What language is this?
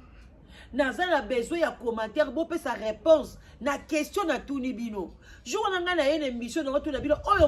Lingala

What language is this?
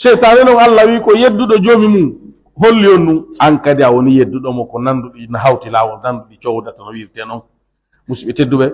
Pular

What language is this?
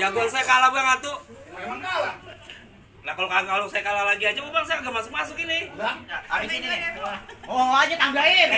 Betawi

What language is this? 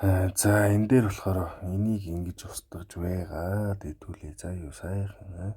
Mongolian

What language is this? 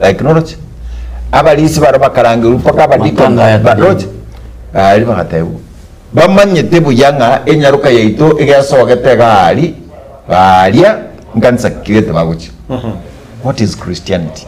Gusii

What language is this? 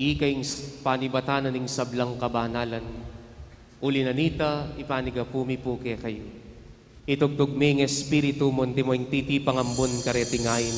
Pampanga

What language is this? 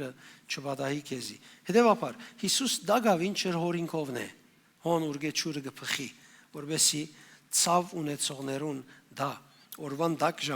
Western Armenian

